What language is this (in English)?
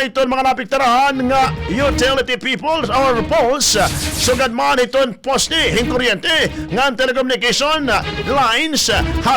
Waray